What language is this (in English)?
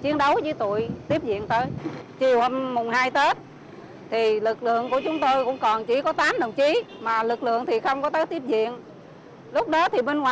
Vietnamese